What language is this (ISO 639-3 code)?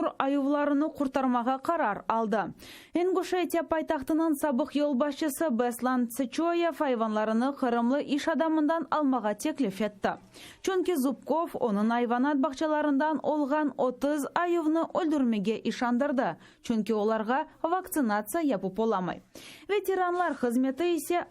crh